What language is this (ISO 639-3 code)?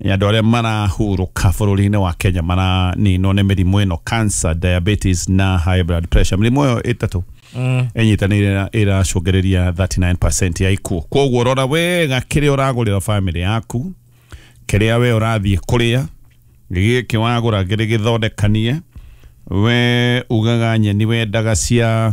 kik